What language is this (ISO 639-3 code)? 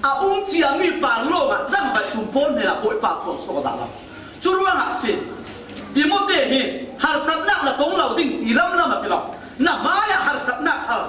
cfm